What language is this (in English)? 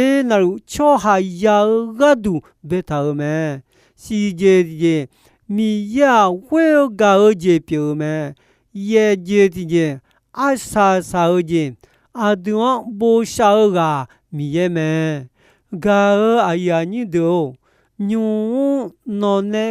Akha